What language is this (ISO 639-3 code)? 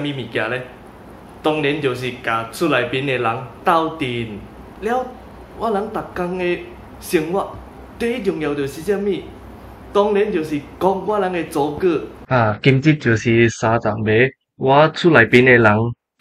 nan